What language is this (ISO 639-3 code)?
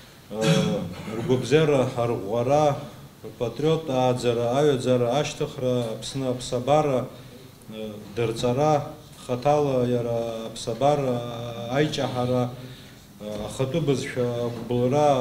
abk